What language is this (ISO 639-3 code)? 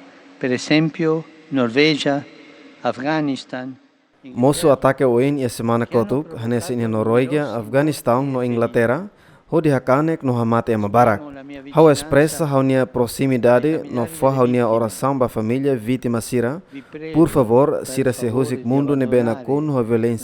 tet